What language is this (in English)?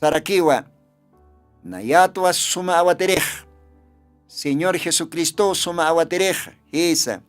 Aymara